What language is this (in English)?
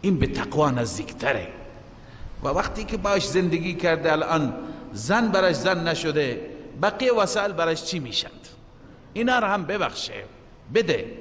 Persian